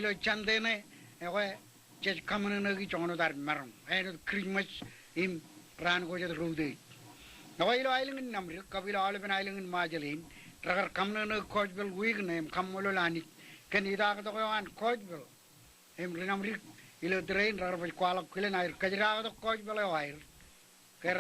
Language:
Marshallese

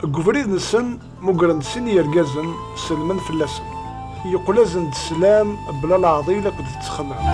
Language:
Kabyle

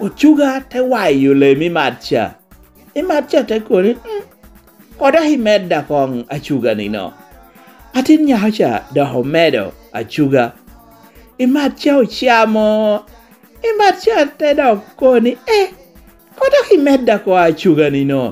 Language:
Lango (Uganda)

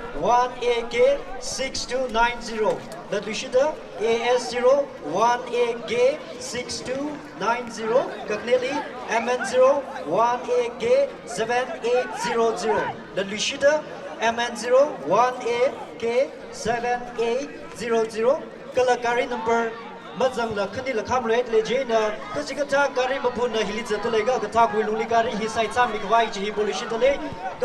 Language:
Tangkhul Naga (India)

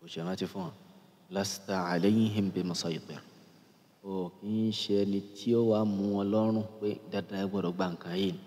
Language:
Yoruba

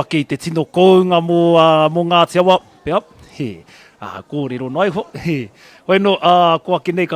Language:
Māori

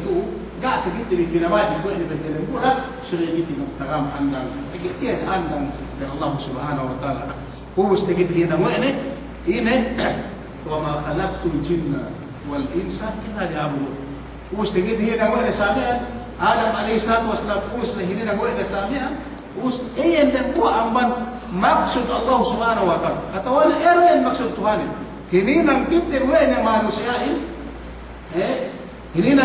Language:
Yakan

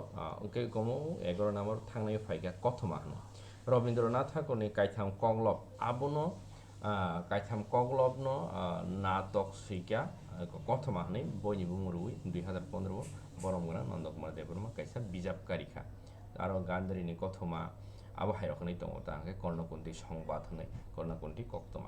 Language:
Kok Borok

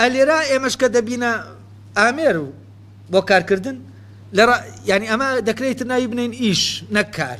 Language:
Central Kurdish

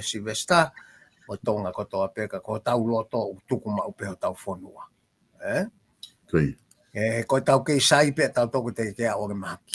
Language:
Tongan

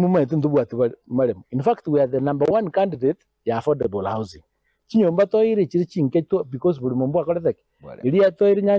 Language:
Gusii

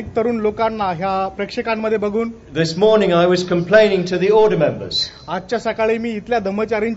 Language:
Marathi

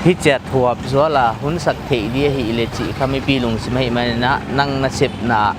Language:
Paite Chin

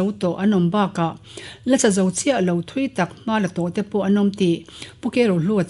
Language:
Mizo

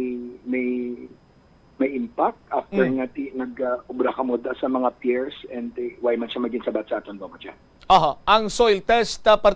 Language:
Hiligaynon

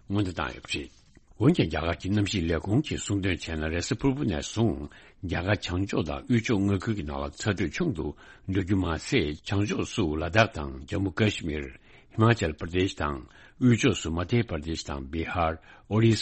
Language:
Tibetan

